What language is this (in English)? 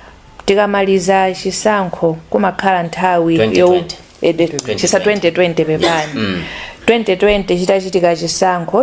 Nyanja